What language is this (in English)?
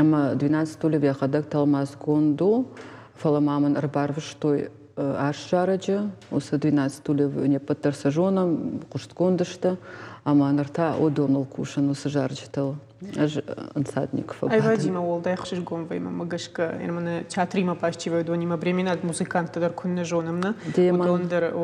Ossetic